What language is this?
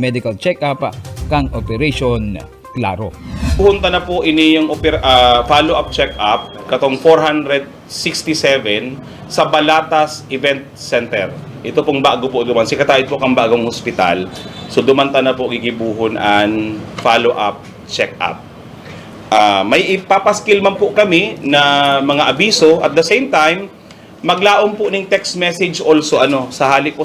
Bikol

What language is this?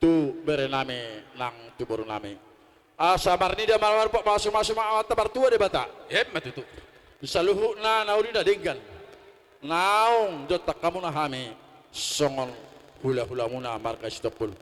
Batak Toba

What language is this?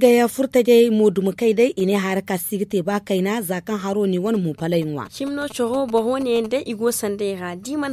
Zarma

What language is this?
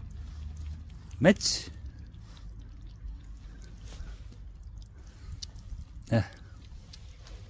Serbian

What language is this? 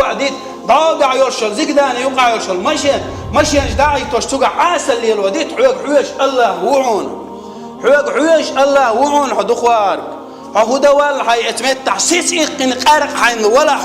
Chechen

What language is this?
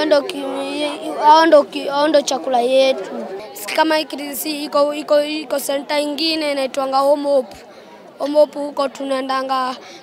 Kikuyu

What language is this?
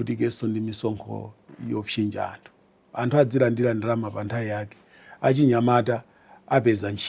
Nyanja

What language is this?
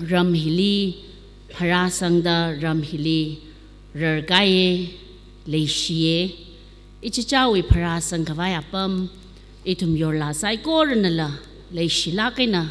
Tangkhul Naga (India)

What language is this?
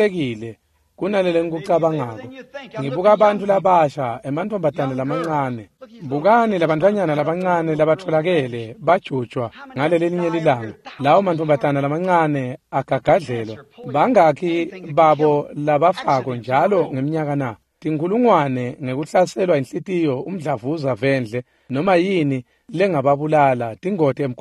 Swati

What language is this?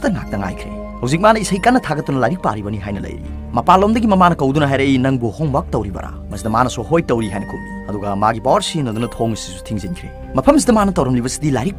Manipuri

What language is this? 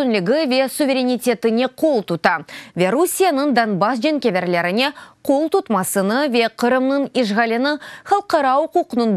Crimean Tatar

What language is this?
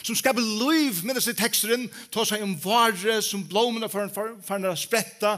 Faroese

